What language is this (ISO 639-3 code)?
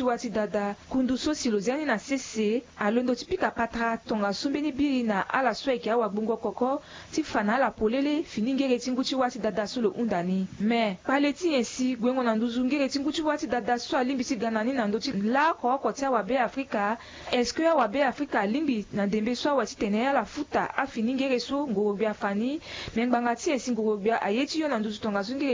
sag